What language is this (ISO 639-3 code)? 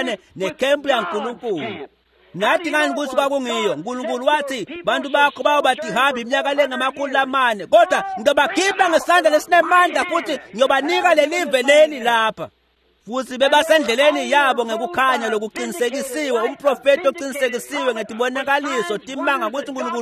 ssw